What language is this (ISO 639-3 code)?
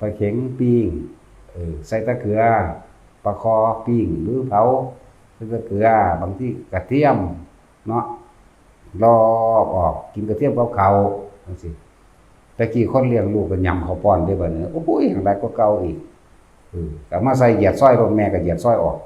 tts